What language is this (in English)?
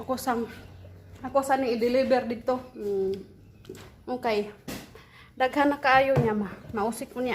Cebuano